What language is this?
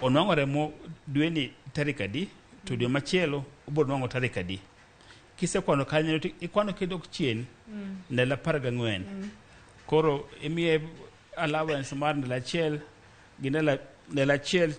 Luo (Kenya and Tanzania)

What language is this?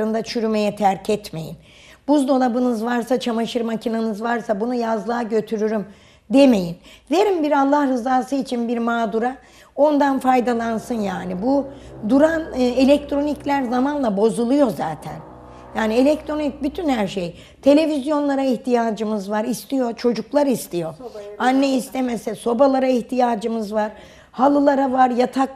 Turkish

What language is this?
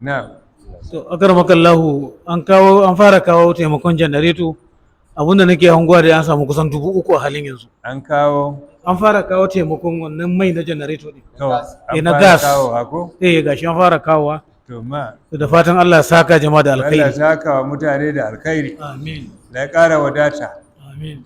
Hausa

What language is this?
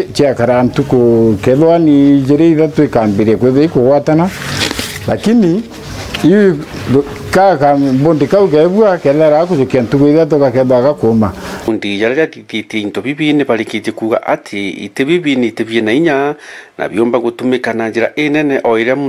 Meru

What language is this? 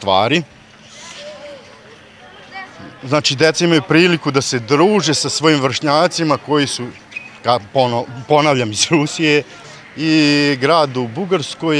Serbian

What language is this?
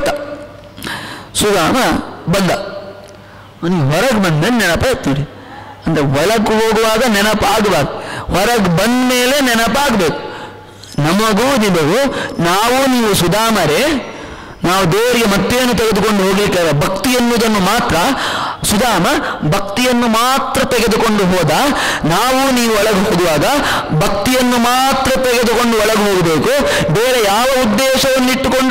Kannada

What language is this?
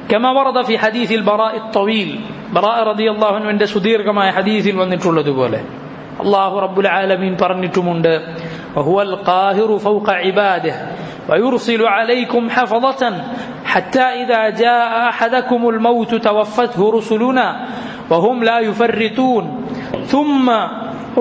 Malayalam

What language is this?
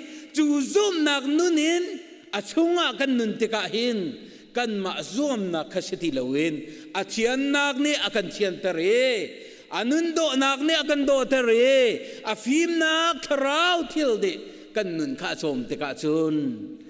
Hakha Chin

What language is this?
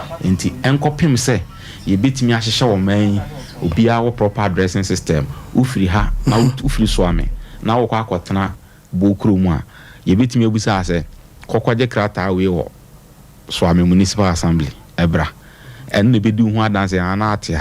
Akan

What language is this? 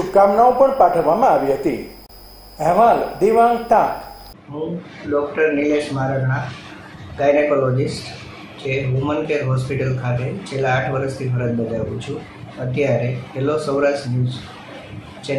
Gujarati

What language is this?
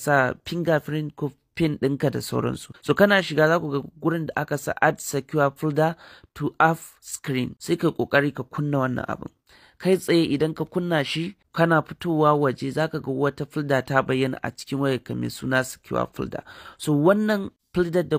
Hausa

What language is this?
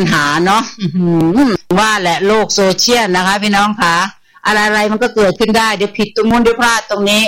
Thai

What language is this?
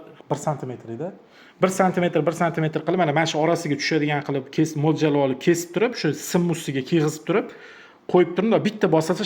Uzbek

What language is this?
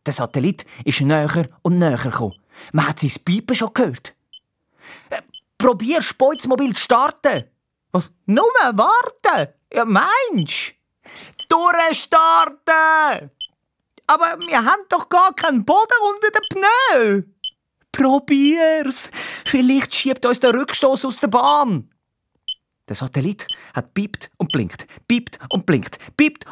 Swiss German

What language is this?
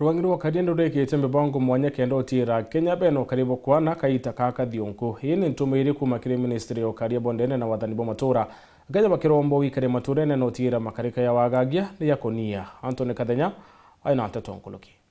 Meru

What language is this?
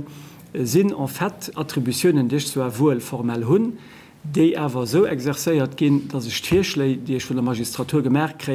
Luxembourgish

